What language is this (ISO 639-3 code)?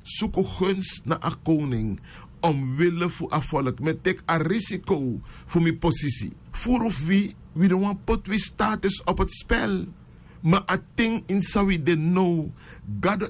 srn